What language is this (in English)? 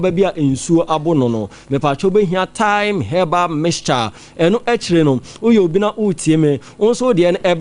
Akan